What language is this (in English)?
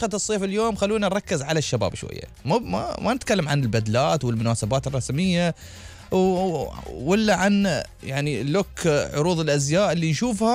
Gulf Arabic